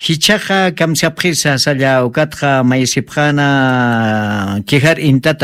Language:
Aymara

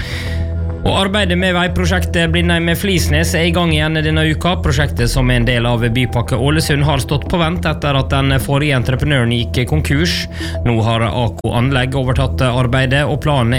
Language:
Norwegian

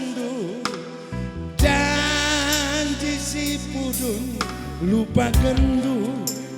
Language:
Batak Karo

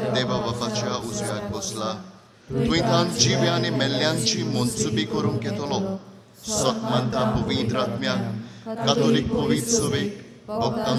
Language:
Konkani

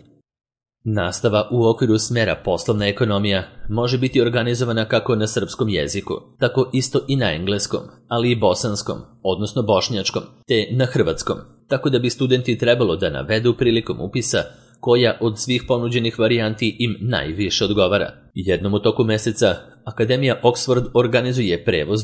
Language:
Serbian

